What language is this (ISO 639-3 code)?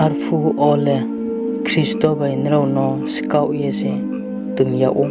ria